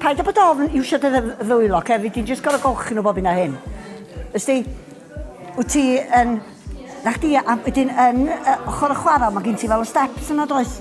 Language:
Welsh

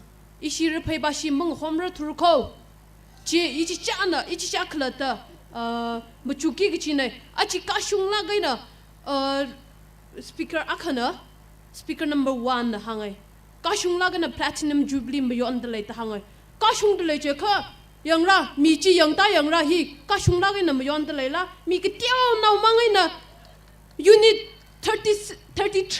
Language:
Tangkhul Naga (India)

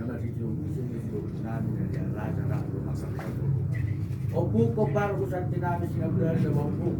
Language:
Batak Toba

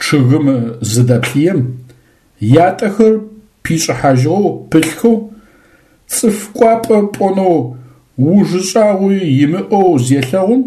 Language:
Adyghe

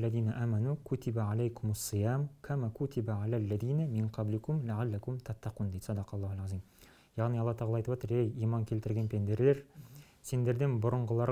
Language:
Kazakh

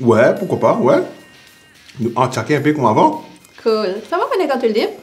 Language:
Morisyen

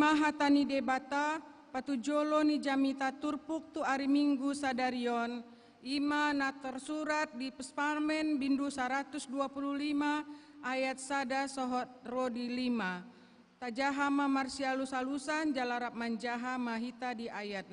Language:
Batak Toba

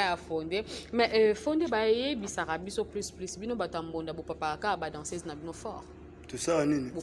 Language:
Lingala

